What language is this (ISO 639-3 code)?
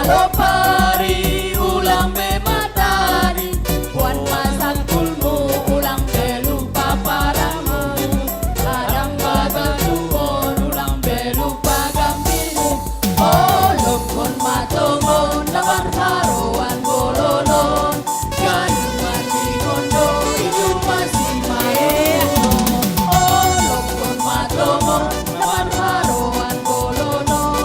bts